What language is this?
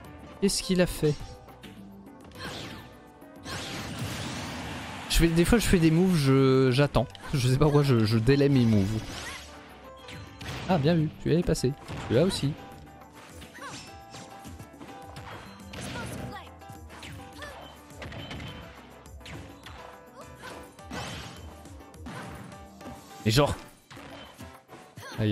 French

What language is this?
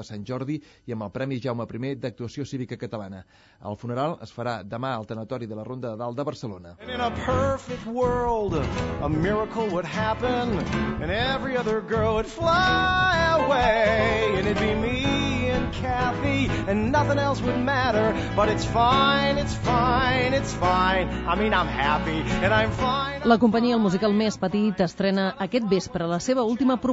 Catalan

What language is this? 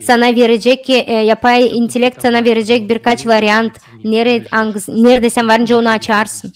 Gagauz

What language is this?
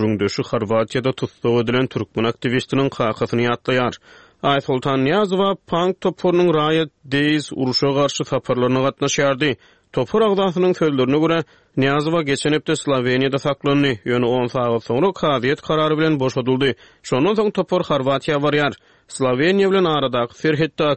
Turkmen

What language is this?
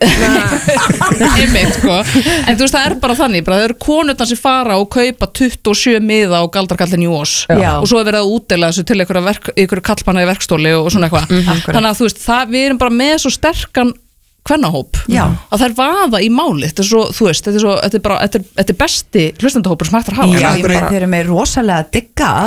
Icelandic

